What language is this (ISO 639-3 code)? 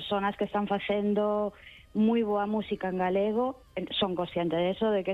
glg